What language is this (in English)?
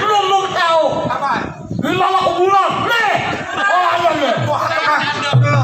Betawi